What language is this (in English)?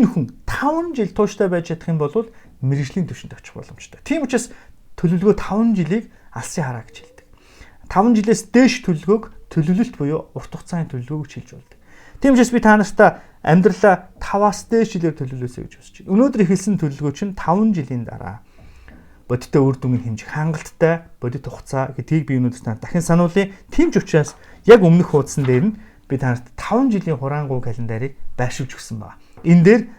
Mongolian